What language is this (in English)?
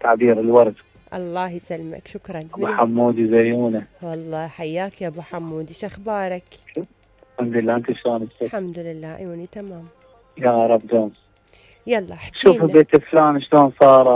Mesopotamian Arabic